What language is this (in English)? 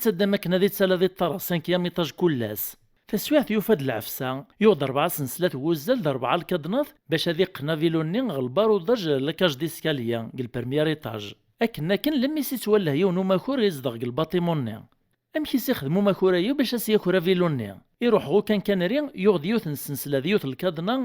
Kabyle